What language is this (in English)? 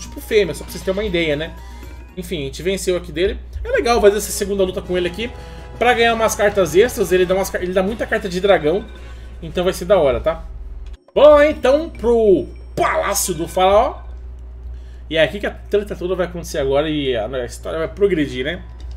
Portuguese